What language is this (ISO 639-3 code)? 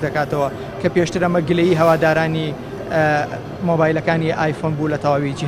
ckb